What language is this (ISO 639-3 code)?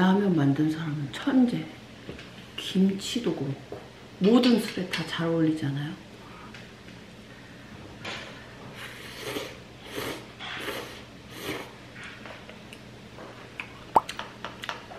kor